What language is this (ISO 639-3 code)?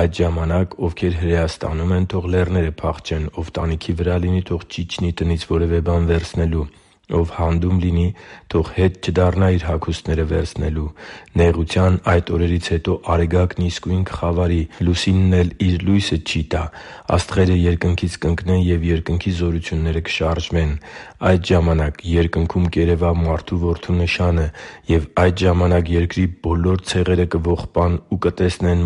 hye